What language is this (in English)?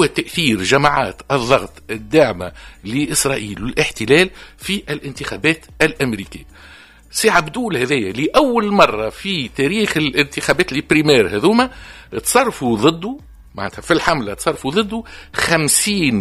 Tunisian Arabic